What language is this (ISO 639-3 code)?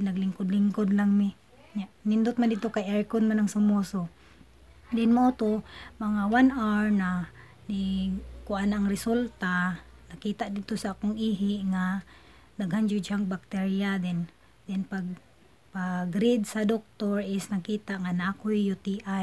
ceb